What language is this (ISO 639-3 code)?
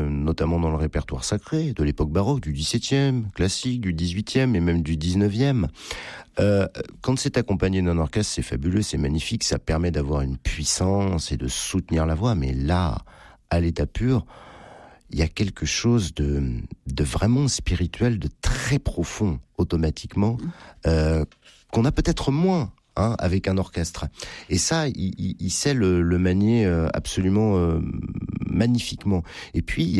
fra